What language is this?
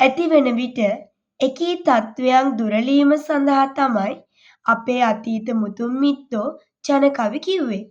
Sinhala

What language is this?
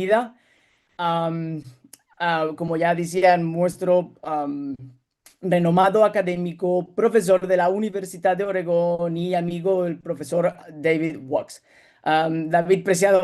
Ladino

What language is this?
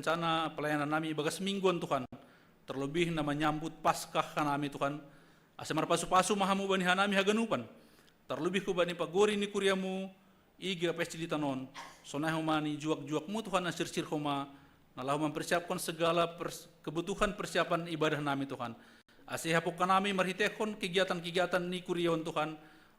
Batak Simalungun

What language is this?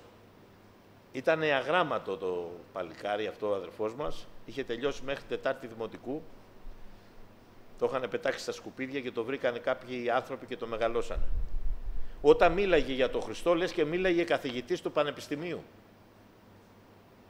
Greek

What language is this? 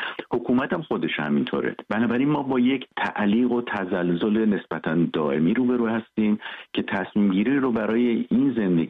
Persian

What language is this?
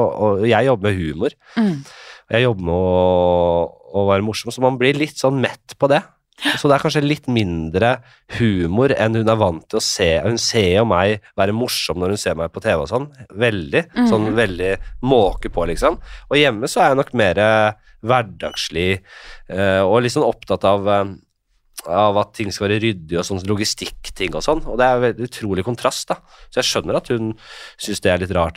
Norwegian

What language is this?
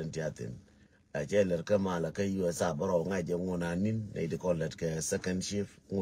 Nuer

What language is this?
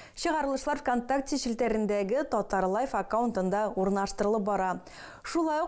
Tatar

